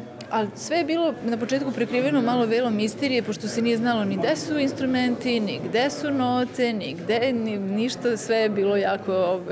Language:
Serbian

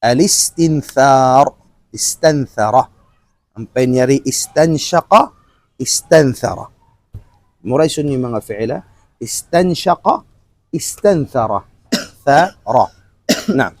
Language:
Tausug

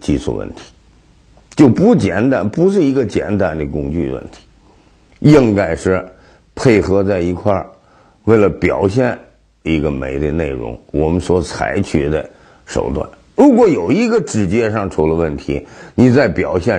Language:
Chinese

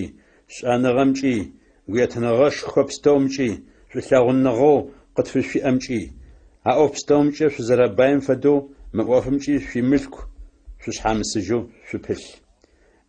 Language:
Adyghe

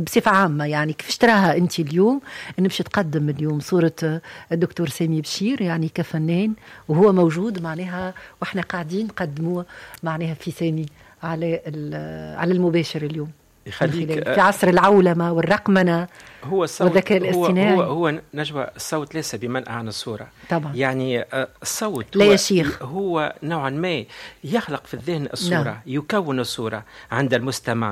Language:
Tunisian Arabic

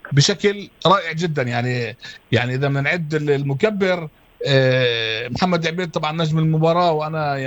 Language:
North Levantine Arabic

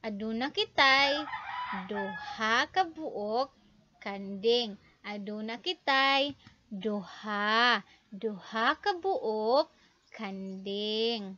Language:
Cebuano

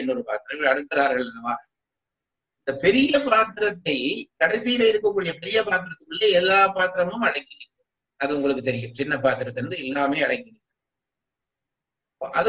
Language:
Tamil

